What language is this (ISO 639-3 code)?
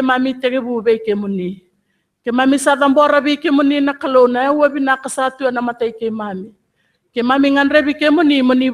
fij